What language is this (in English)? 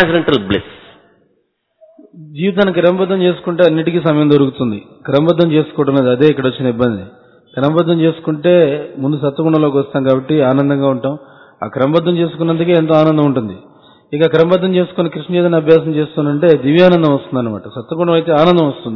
Telugu